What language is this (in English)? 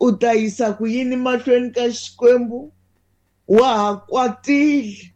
Tsonga